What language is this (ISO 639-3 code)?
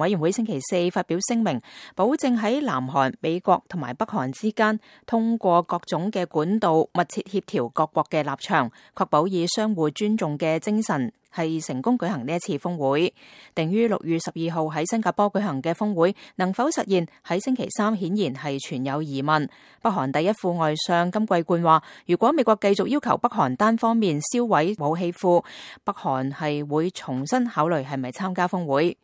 yue